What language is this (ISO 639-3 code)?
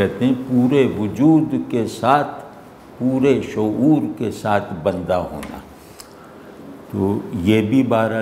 urd